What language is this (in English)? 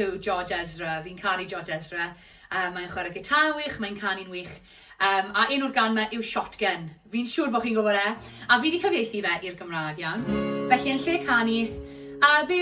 Welsh